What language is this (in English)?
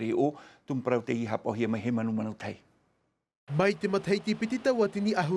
Tahitian